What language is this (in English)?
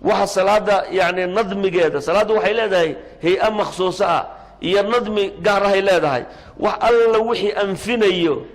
Somali